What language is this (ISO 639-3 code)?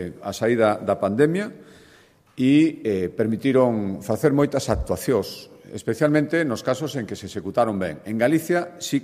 glg